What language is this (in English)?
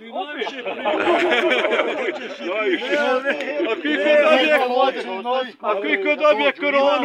Bosnian